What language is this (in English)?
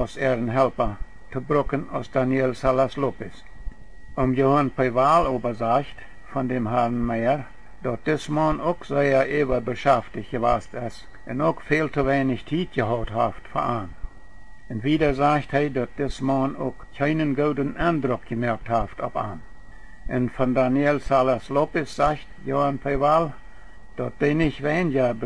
Plautdietsch